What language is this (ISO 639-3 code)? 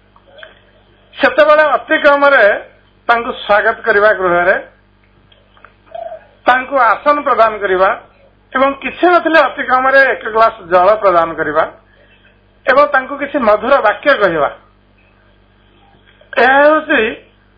ori